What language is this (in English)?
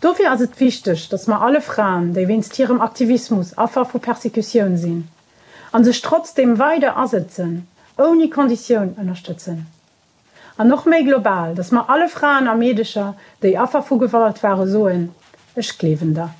Luxembourgish